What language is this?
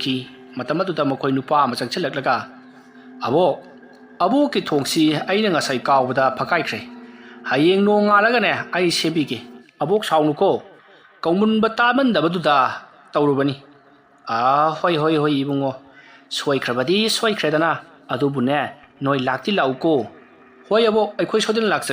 Manipuri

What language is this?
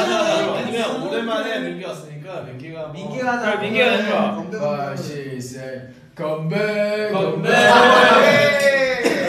Korean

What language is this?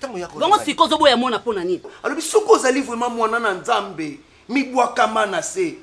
Lingala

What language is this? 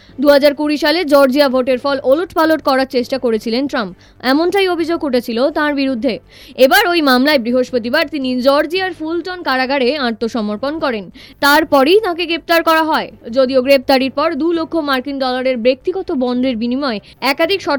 Bangla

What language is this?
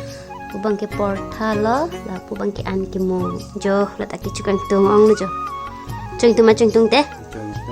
Karbi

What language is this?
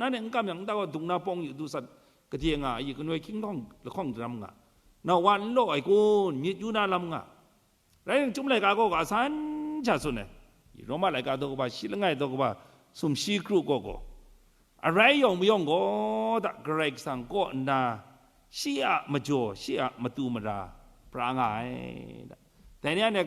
Kachin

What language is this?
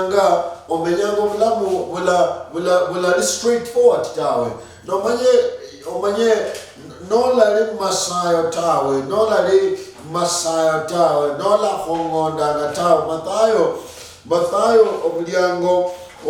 Luyia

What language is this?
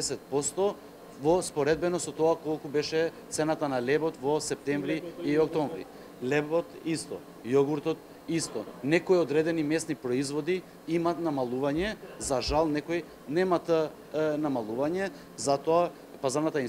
Macedonian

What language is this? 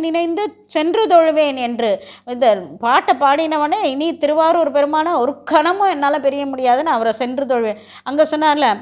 Tamil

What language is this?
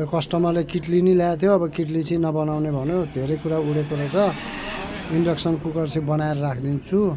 Nepali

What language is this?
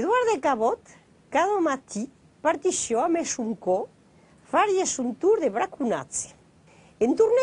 Occitan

